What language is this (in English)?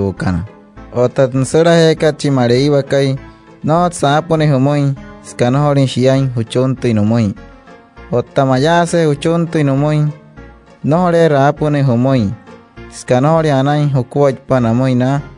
Wayuu